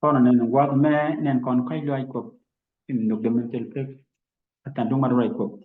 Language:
Nuer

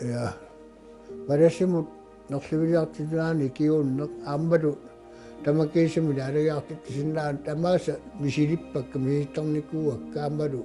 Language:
Kalaallisut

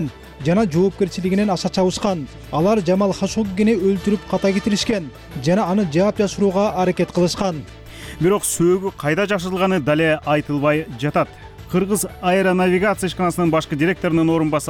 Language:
Kyrgyz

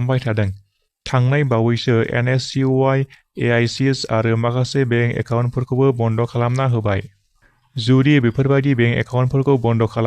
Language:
Bodo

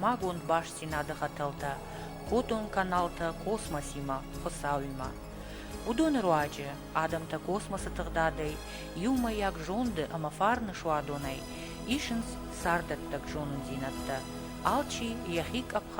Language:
Ossetic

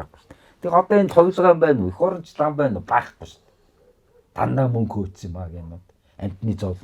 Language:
Mongolian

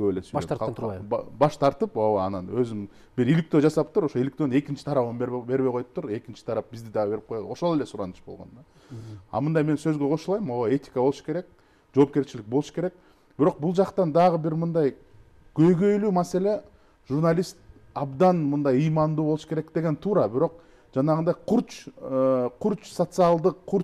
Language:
Kyrgyz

